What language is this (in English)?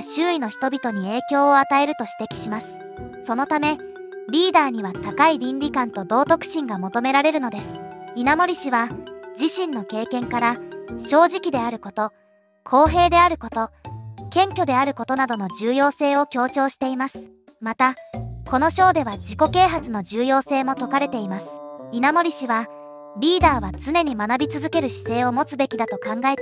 Japanese